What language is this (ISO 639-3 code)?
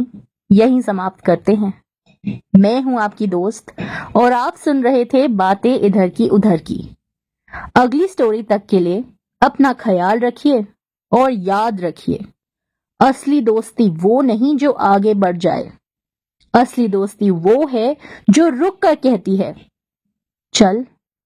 hin